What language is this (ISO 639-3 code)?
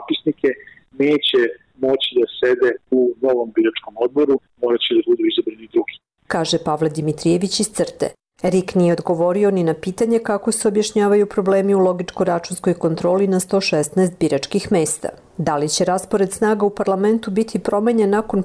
srp